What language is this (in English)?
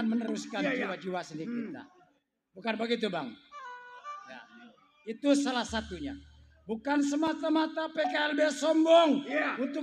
Betawi